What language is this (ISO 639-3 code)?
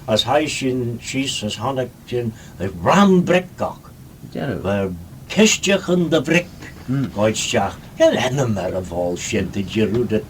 glv